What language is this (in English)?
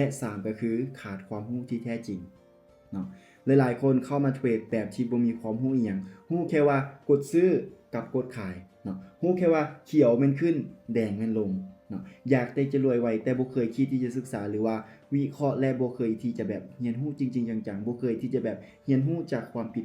Lao